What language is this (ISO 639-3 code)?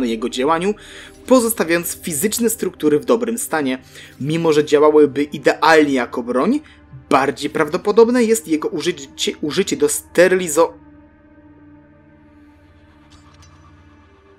pol